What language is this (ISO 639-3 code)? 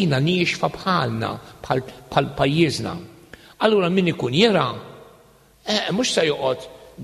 mlt